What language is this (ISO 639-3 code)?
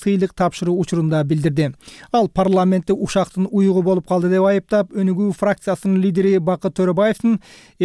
kir